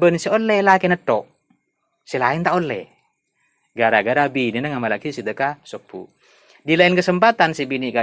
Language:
Madurese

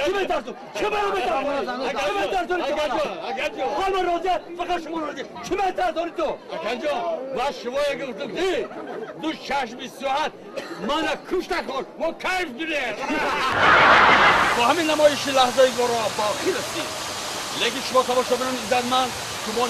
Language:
Tajik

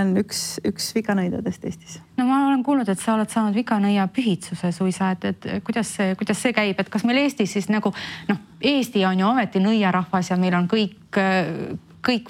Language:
Estonian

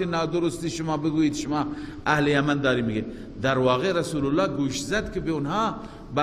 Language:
Persian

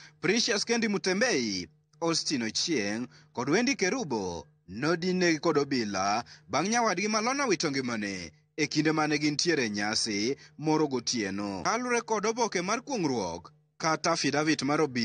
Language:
Luo (Kenya and Tanzania)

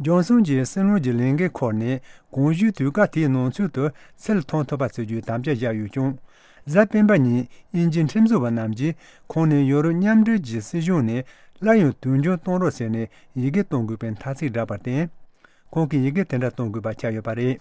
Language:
Tibetan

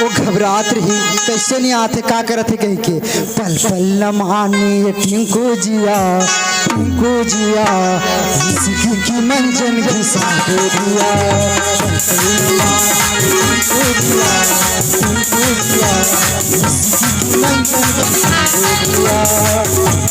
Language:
Chhattisgarhi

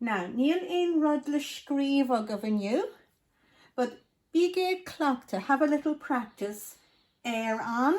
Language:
Irish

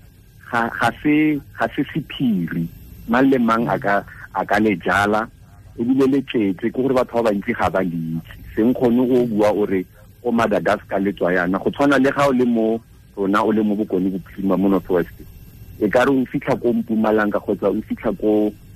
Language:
Tswana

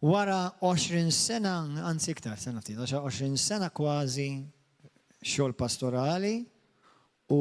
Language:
Maltese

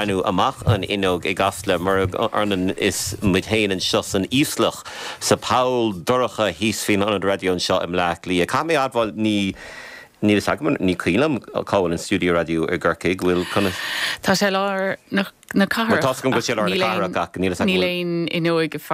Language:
Irish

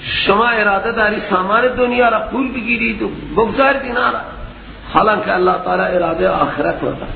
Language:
Persian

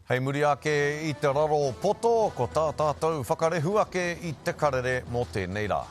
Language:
Māori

